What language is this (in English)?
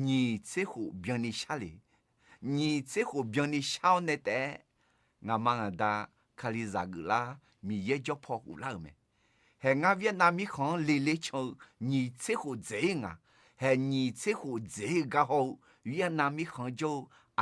Akha